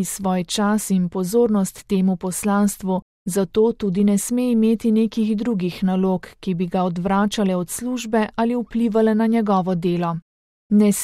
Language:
Slovenian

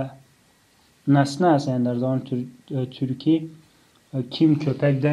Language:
Tajik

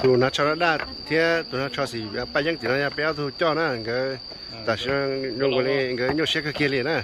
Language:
Hmong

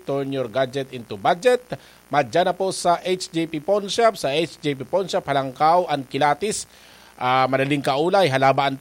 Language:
Bikol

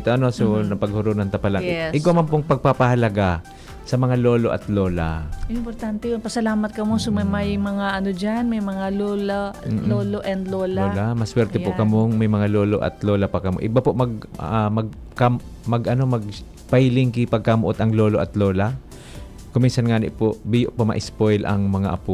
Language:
Bikol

